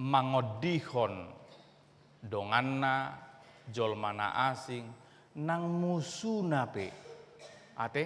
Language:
Batak Toba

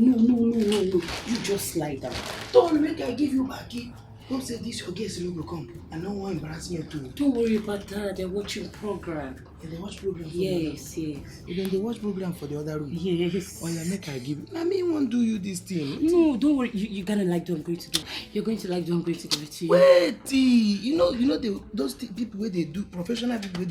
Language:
Nigerian Pidgin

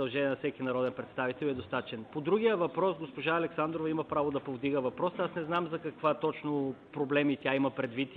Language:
Bulgarian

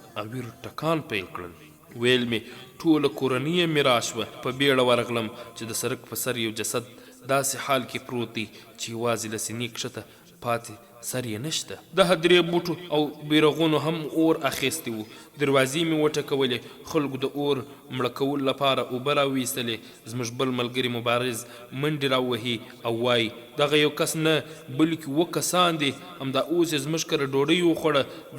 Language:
Pashto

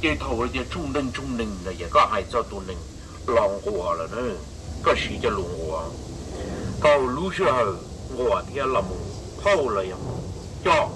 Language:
Hmong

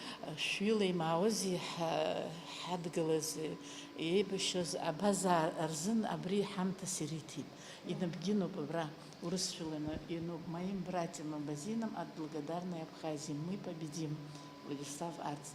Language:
Abkhazian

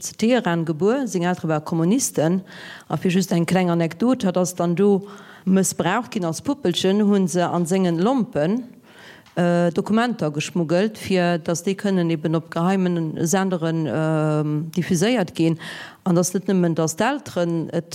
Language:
Luxembourgish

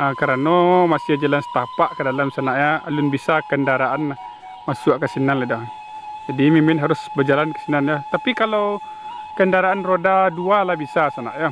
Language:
Minangkabau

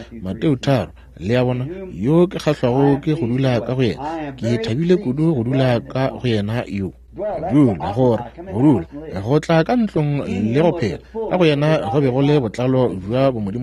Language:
Northern Sotho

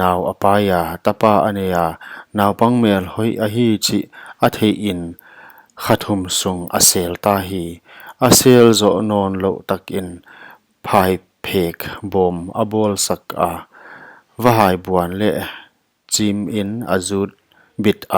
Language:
Paite Chin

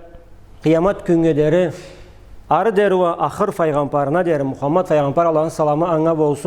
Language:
Karachay-Balkar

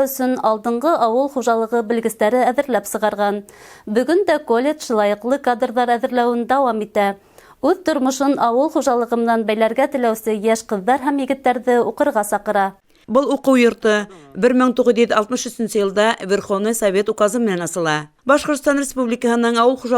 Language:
Bashkir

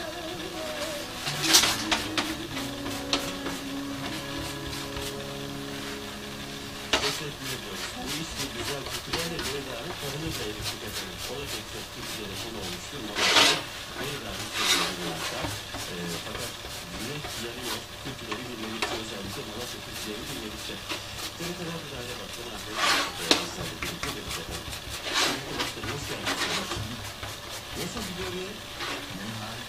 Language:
Turkish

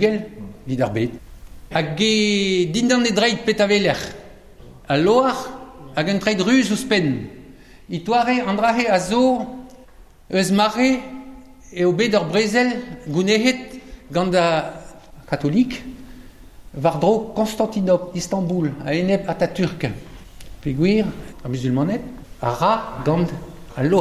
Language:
Breton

